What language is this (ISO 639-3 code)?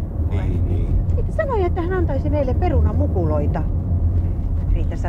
fin